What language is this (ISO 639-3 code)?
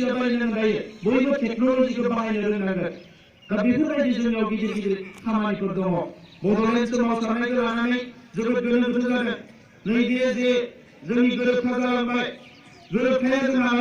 brx